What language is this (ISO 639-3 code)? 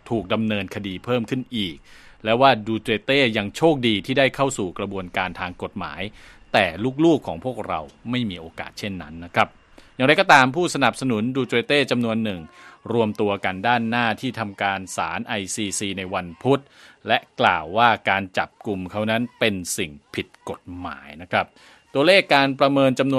tha